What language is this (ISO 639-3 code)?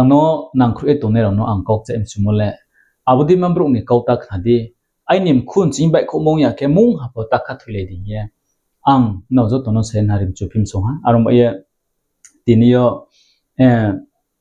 ria